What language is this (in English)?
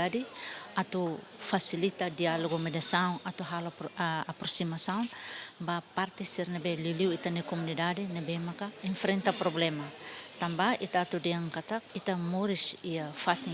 Tetum